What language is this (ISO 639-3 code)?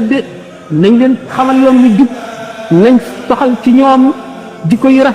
wol